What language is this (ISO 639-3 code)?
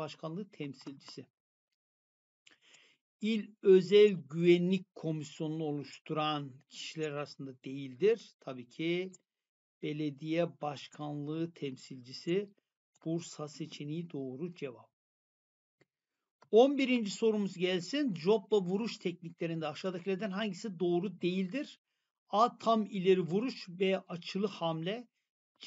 tur